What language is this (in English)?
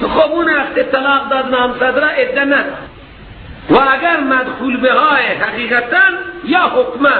Persian